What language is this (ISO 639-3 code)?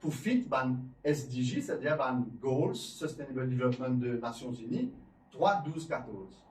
mfe